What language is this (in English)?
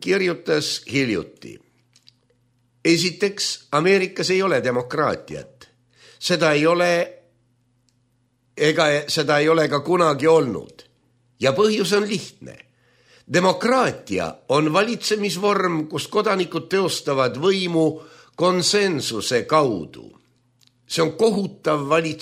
Estonian